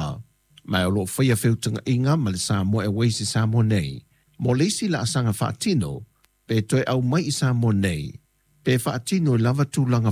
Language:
Samoan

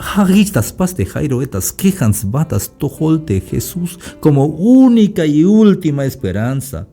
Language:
Tzeltal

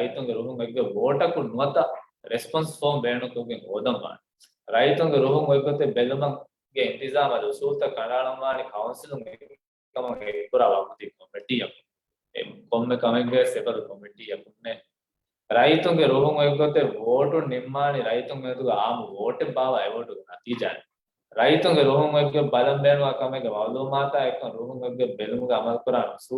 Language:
Divehi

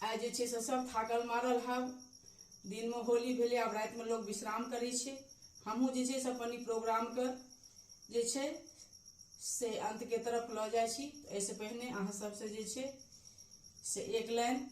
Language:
Maithili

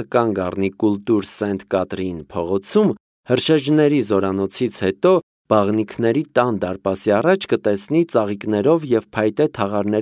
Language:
Armenian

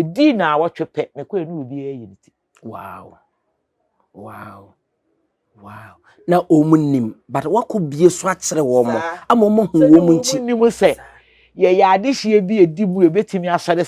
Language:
Akan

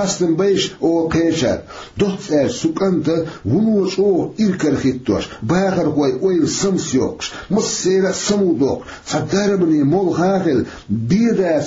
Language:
Chechen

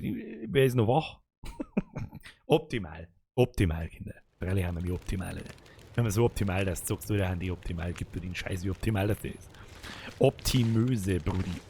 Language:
Bavarian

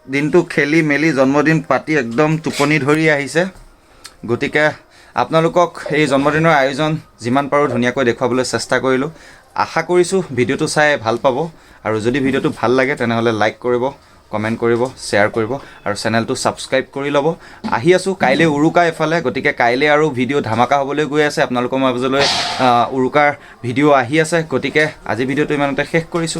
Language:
Assamese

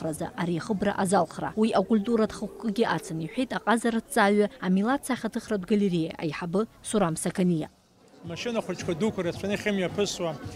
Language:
Abkhazian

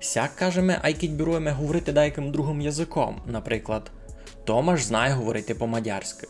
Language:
Rusyn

